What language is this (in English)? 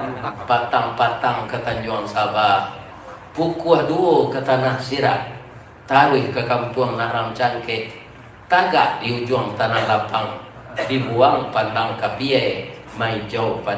Minangkabau